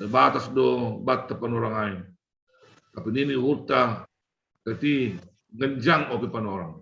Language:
Batak Simalungun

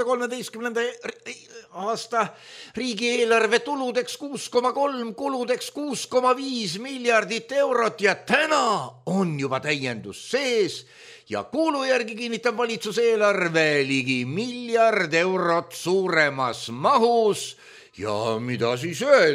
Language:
Estonian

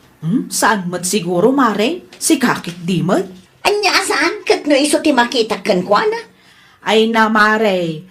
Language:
Iloko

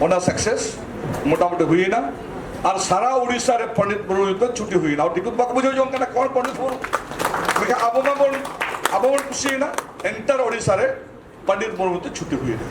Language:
Santali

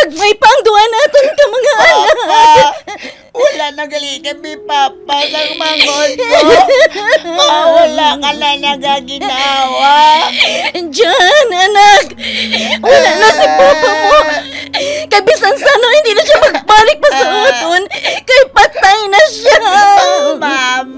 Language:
Hiligaynon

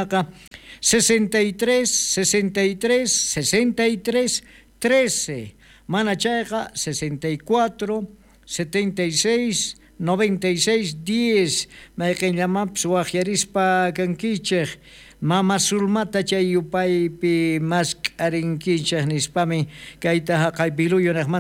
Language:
South Bolivian Quechua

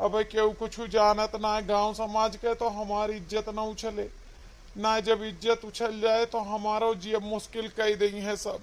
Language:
Awadhi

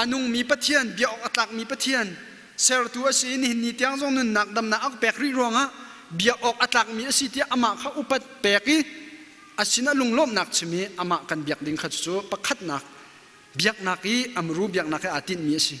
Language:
Hakha Chin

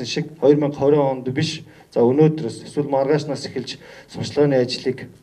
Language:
Mongolian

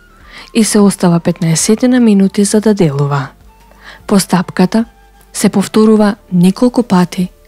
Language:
Macedonian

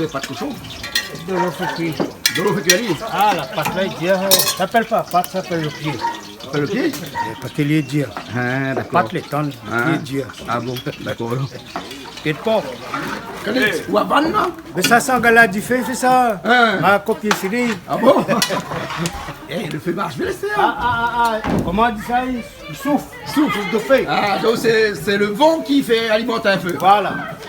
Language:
Réunion Creole French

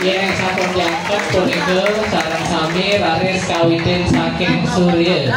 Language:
Balinese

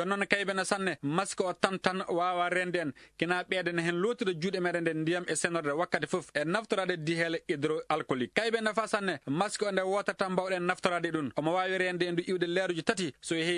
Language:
Maasina Fulfulde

